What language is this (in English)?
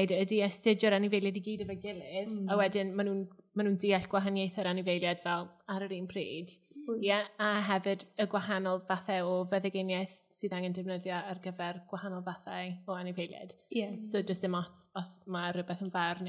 Welsh